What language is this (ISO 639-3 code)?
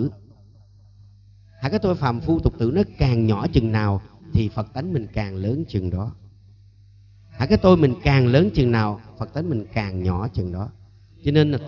vie